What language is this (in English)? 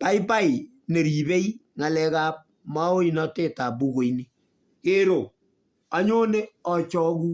Kalenjin